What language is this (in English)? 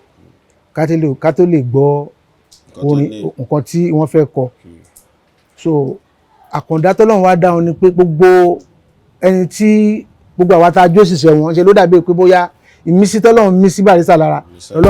Yoruba